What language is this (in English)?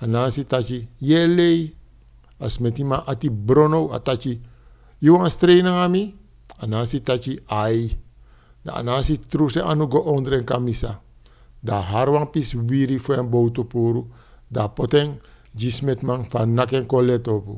Sranan Tongo